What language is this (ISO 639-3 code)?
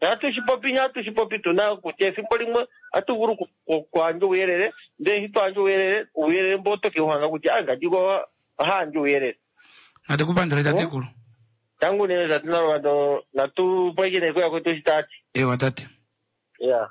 kua